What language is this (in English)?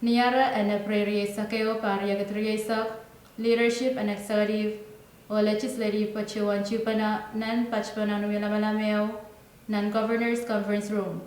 Pohnpeian